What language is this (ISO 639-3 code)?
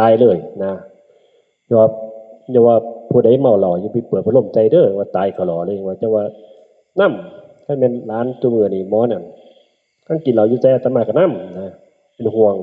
tts